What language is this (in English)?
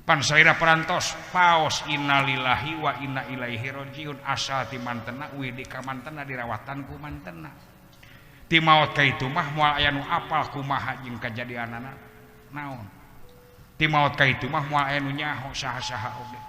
Sundanese